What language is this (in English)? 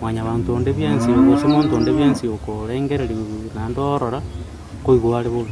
Gusii